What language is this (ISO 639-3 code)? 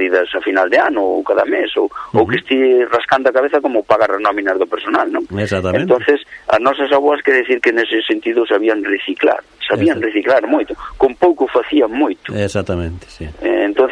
glg